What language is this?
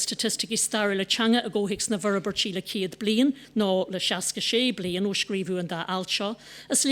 Irish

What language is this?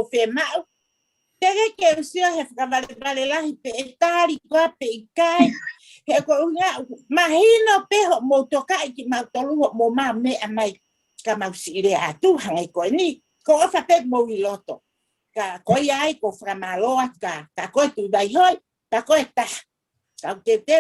Tongan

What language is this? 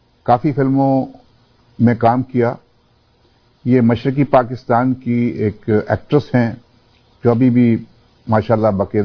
Urdu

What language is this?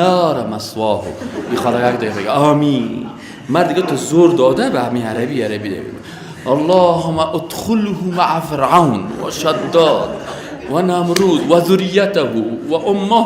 Persian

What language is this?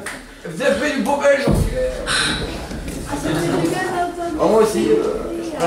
French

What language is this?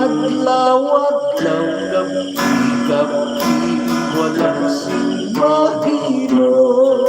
Hiligaynon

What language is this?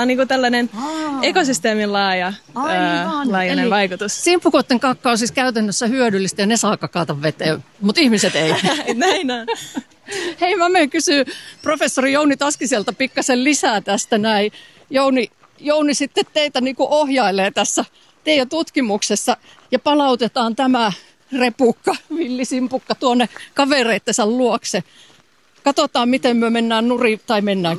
Finnish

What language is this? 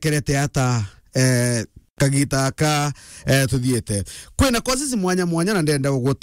Meru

